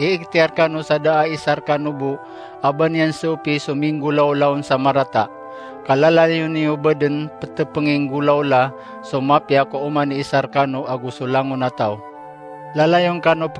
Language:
Maranao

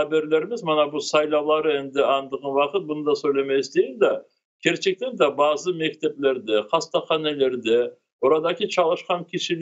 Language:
Crimean Tatar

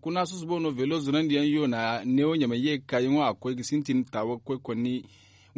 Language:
Zarma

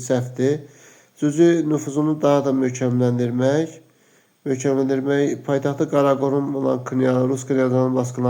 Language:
Azerbaijani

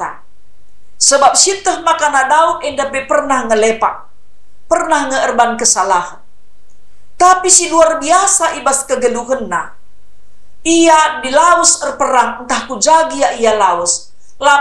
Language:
Batak Karo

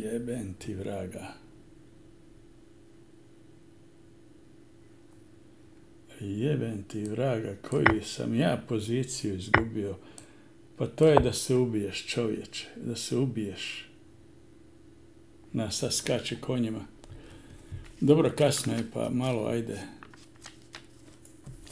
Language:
Croatian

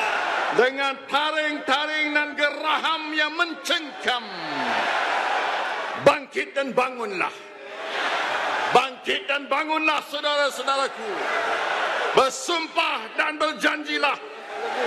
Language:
Malay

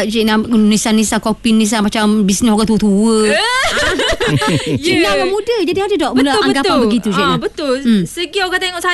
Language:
Malay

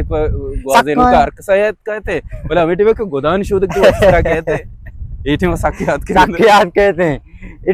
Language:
Baluchi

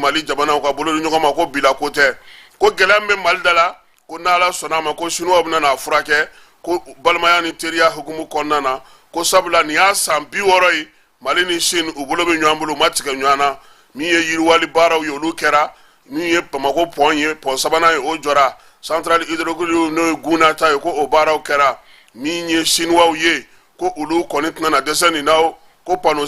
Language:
Bambara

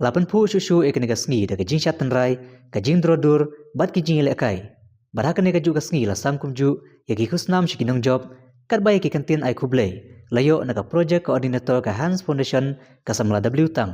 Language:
Khasi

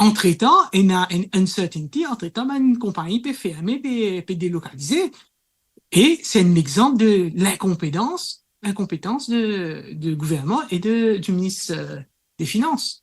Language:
Morisyen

